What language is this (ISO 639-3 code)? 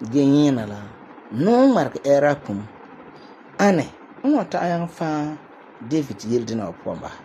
gur